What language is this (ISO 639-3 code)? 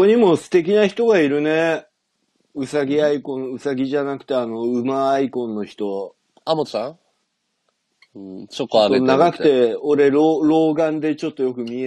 jpn